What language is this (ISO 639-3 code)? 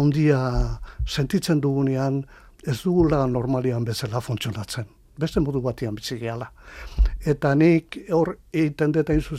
eus